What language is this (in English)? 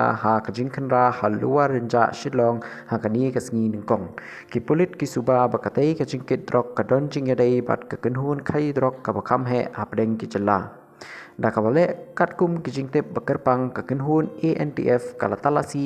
Khasi